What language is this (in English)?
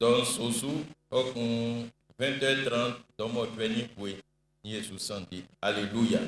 Baoulé